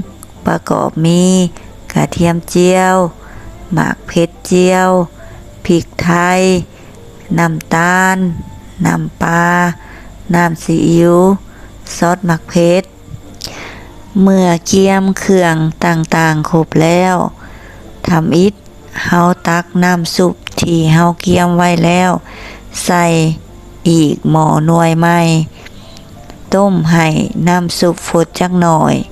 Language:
Lao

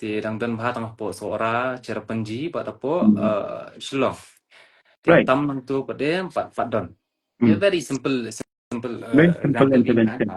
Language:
Khasi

